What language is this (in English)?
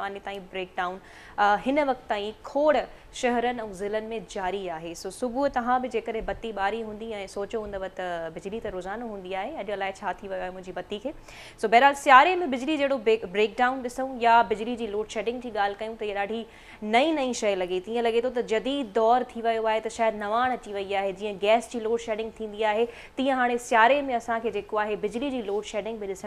Sindhi